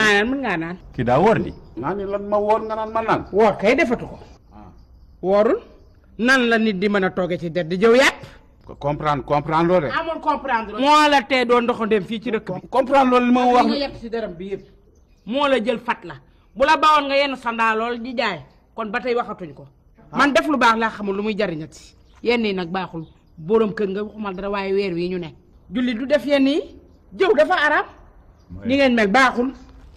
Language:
Wolof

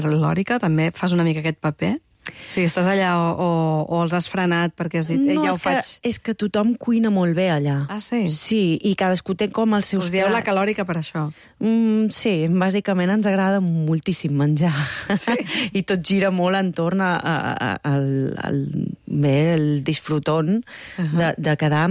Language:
Catalan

